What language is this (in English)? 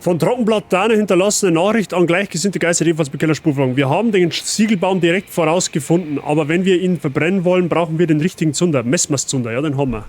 Bavarian